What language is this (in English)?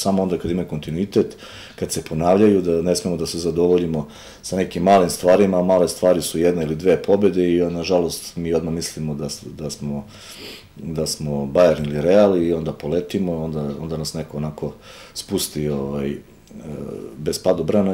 Serbian